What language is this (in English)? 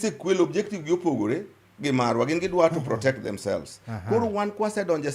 Luo (Kenya and Tanzania)